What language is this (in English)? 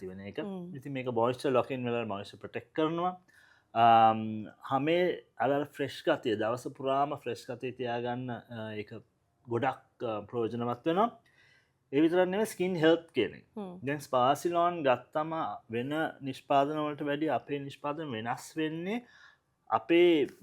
Sinhala